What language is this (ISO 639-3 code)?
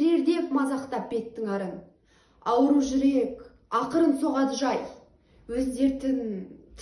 kaz